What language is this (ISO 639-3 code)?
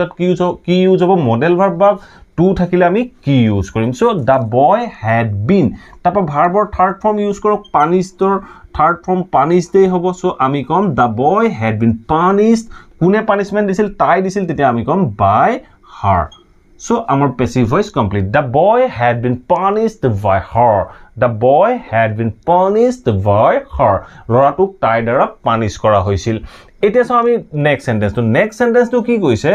asm